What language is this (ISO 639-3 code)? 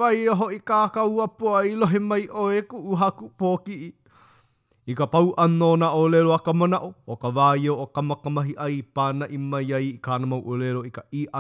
haw